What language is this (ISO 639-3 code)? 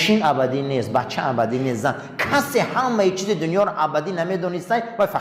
tgk